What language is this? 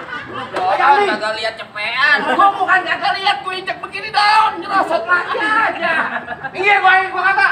Betawi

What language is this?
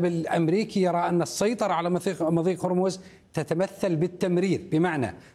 Arabic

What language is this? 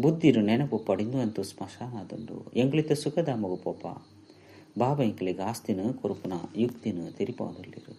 Tulu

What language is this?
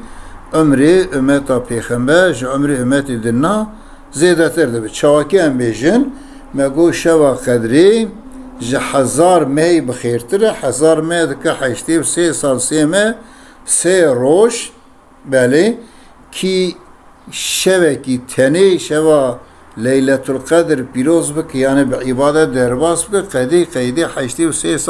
Kurdish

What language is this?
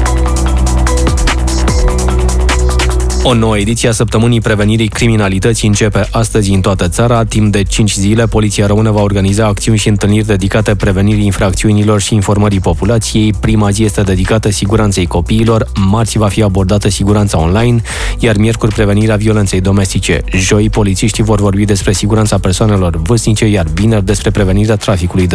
Romanian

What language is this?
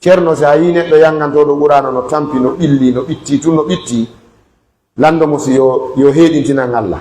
Pular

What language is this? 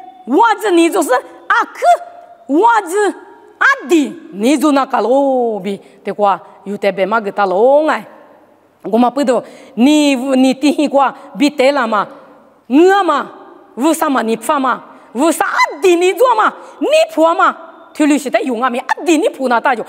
Lisu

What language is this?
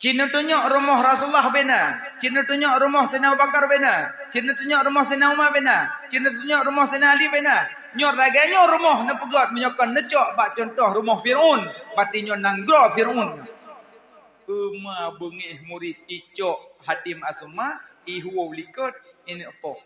Achinese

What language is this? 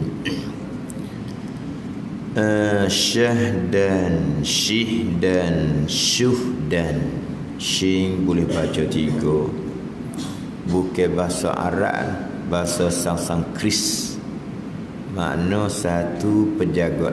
Malay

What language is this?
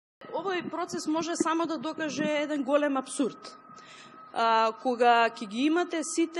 Macedonian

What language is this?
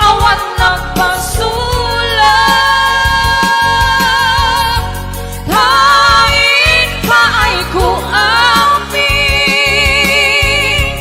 Iloko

